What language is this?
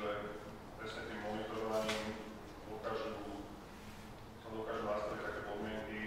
Slovak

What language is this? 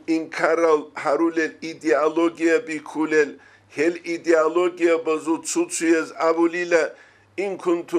Avaric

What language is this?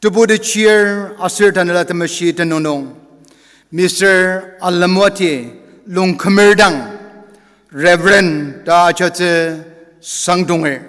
Ao Naga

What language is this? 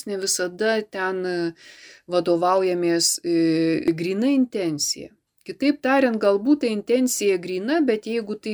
Lithuanian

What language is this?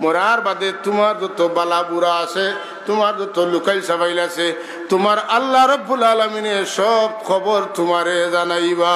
Sylheti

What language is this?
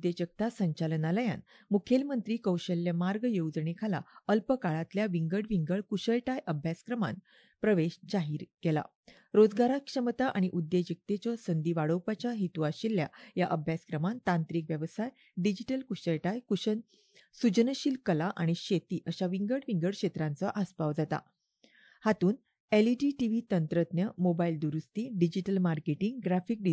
Konkani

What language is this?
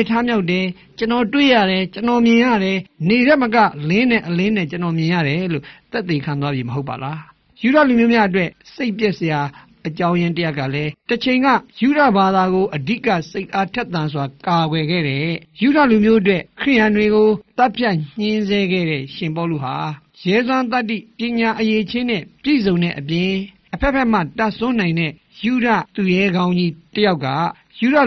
Burmese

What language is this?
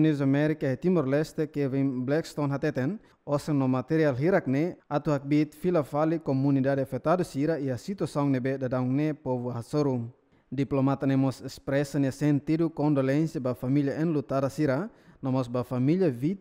Tetum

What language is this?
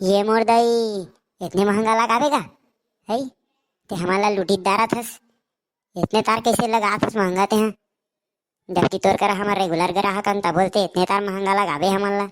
Chhattisgarhi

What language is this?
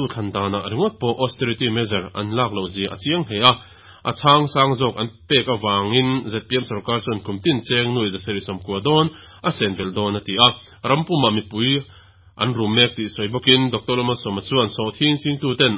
Mizo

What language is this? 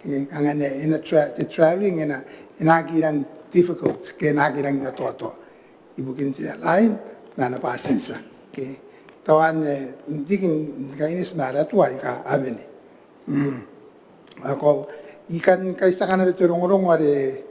Gilbertese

